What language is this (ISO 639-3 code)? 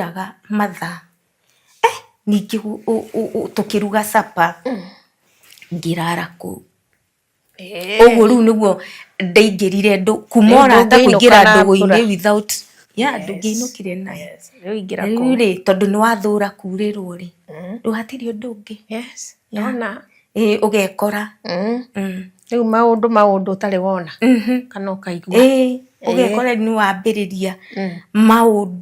kik